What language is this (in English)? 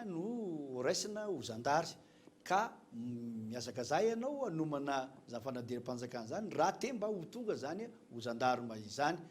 Malagasy